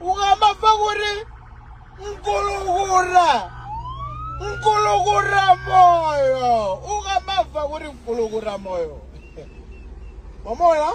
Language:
Nyanja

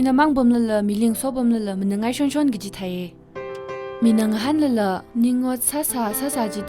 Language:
Tangkhul Naga (India)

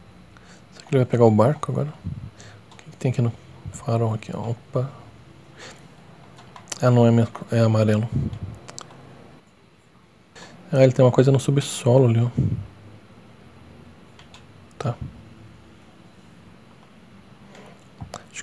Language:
Portuguese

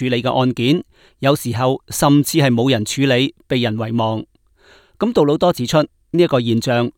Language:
Cantonese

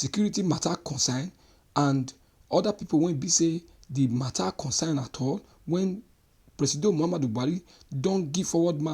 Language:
Nigerian Pidgin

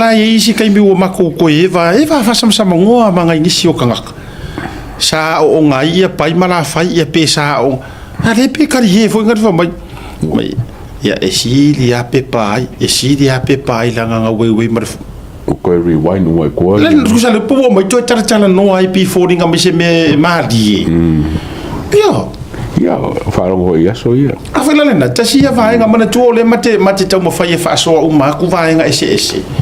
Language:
Samoan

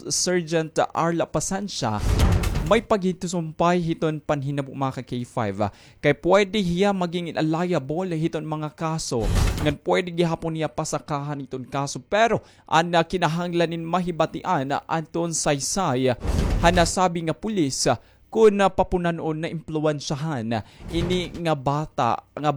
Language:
Waray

